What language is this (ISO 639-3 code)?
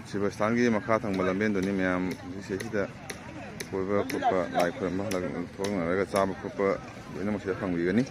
mni